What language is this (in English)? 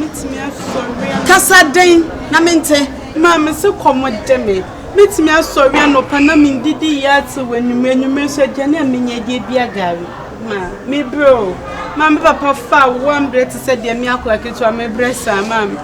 Akan